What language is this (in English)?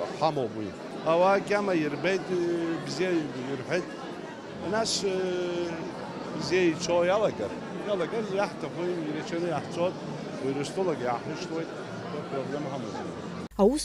Abkhazian